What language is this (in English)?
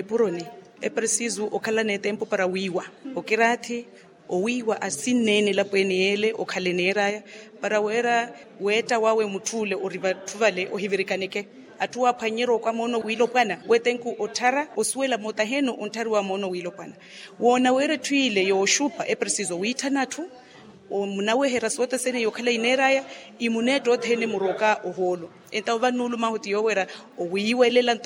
Makhuwa